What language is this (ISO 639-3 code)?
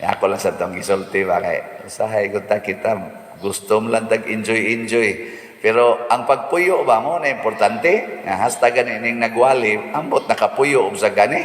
ceb